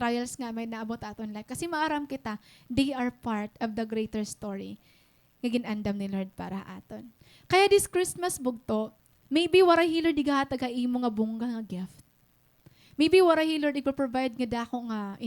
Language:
Waray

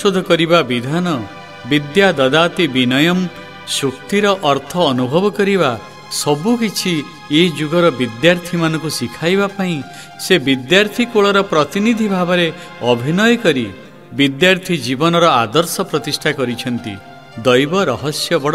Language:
Odia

